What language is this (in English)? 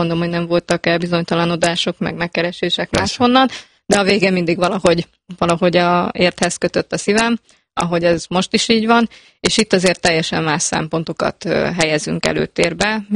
Hungarian